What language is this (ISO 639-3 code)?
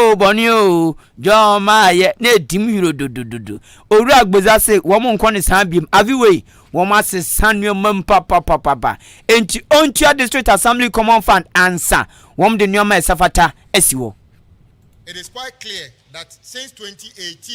aka